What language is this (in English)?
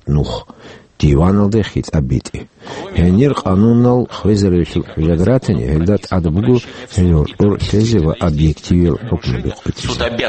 Avaric